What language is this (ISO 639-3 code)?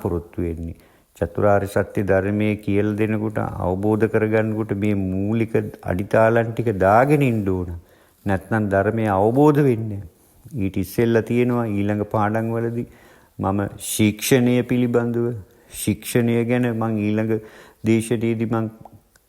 sin